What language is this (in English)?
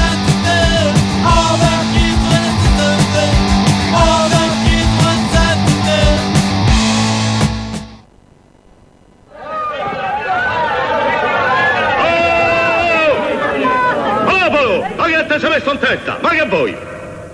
Italian